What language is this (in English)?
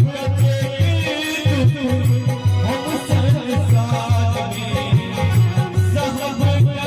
Maithili